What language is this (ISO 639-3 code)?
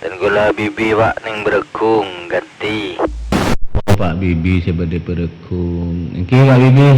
mad